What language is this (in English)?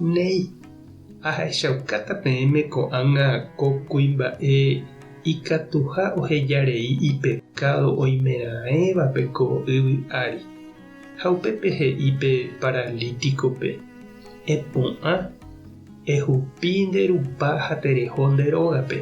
Guarani